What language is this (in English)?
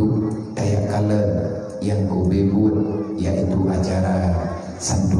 Achinese